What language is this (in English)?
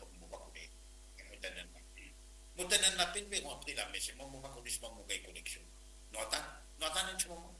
Morisyen